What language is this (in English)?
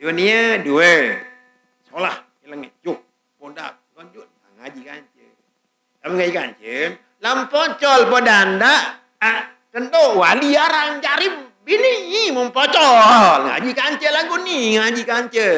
Sasak